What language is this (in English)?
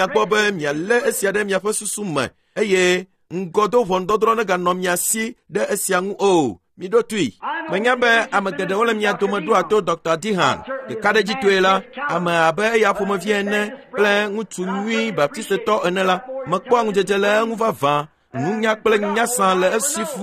Ewe